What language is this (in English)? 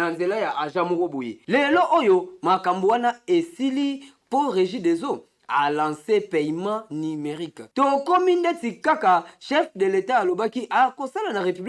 Lingala